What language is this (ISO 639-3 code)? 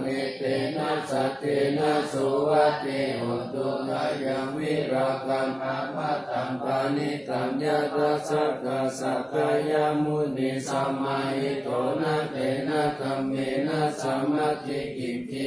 pli